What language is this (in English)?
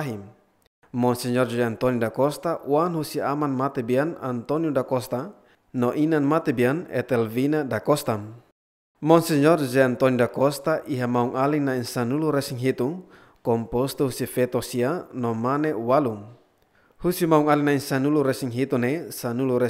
Tetum